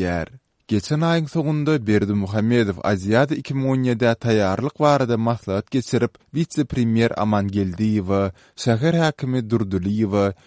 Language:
Turkmen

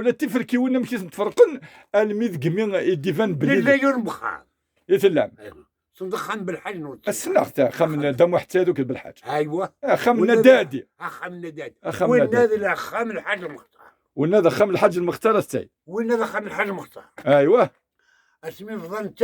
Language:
Kabyle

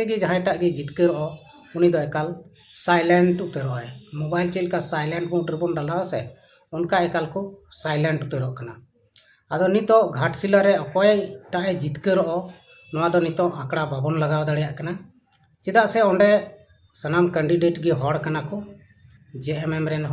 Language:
Santali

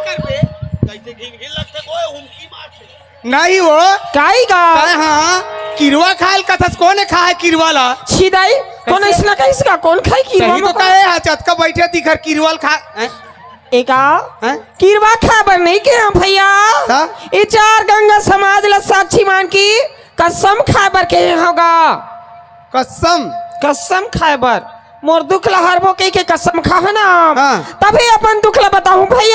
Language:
Chhattisgarhi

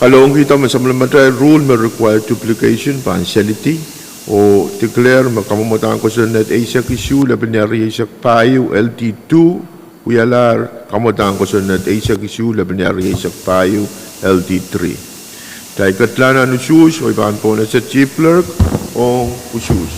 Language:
Pohnpeian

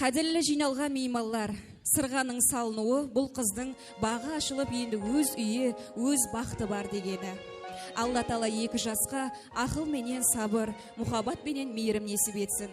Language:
Kara-Kalpak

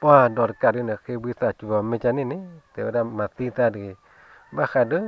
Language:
S'gaw Karen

